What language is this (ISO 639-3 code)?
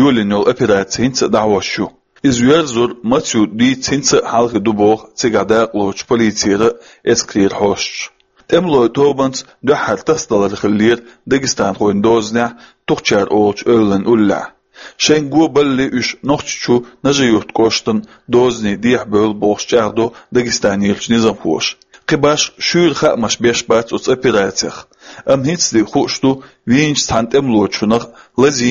che